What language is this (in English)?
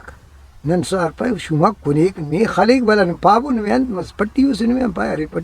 Brahui